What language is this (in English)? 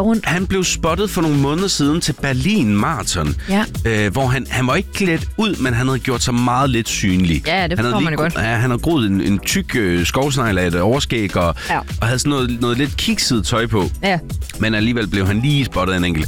Danish